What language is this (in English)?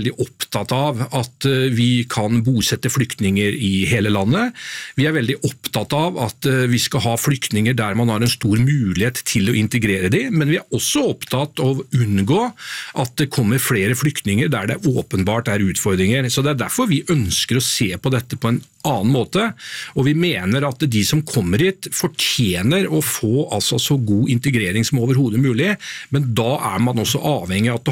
Norwegian